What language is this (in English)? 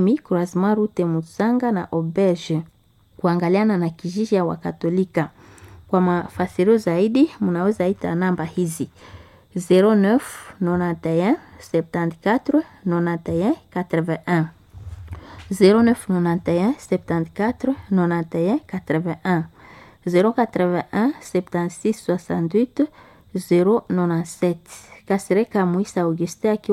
Swahili